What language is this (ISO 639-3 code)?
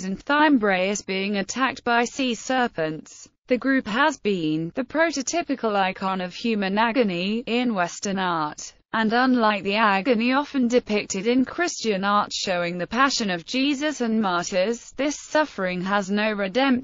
eng